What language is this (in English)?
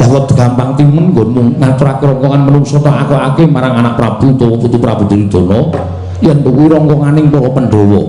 Javanese